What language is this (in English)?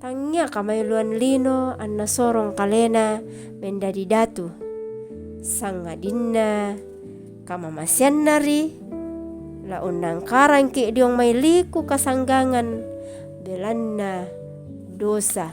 Toraja-Sa'dan